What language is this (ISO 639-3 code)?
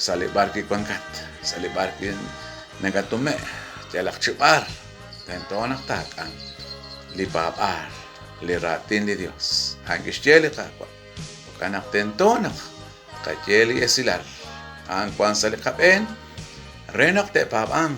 kek